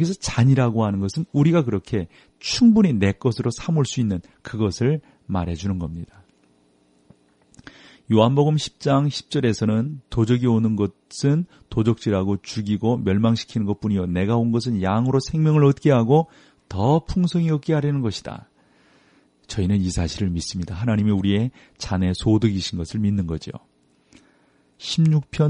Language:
Korean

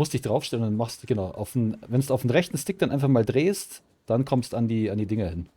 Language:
Bavarian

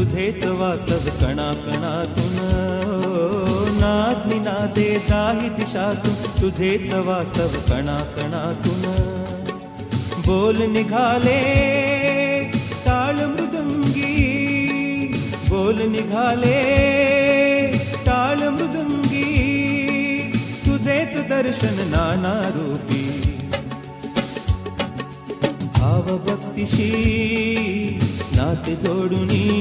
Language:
Marathi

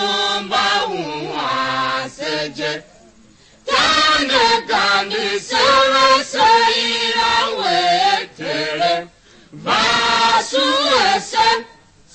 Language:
Tiv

